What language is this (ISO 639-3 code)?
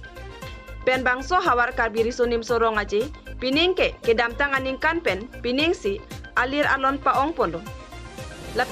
mjw